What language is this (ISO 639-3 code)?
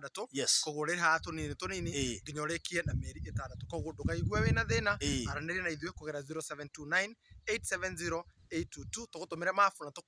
kik